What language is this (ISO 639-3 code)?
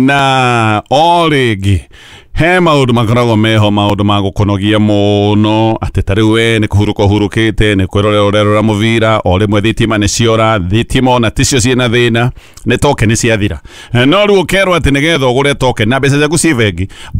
kik